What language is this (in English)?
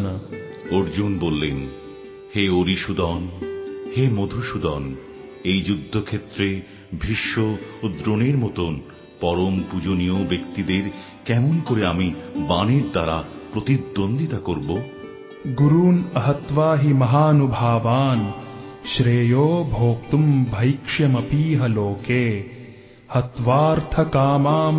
Bangla